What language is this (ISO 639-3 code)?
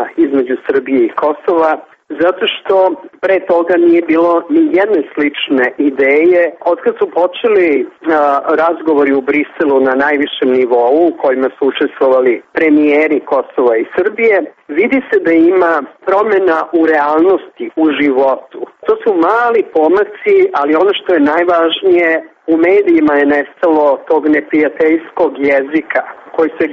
srp